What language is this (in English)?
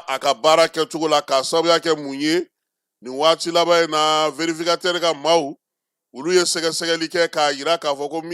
Bambara